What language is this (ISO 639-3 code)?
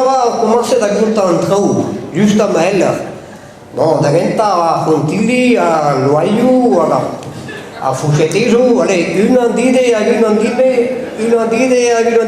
bre